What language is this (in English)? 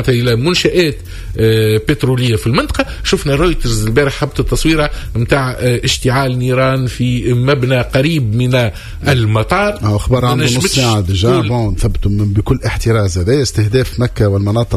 Tunisian Arabic